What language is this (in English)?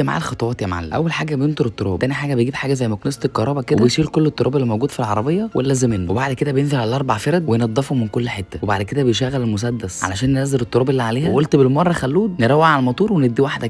Egyptian Arabic